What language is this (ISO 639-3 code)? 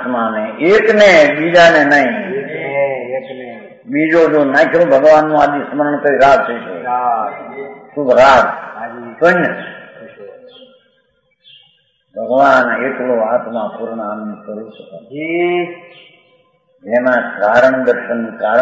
guj